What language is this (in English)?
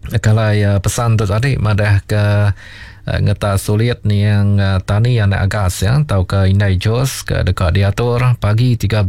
Iban